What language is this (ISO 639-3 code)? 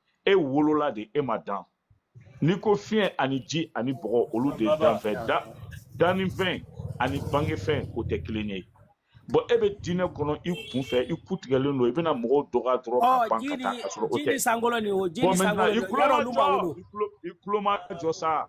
bam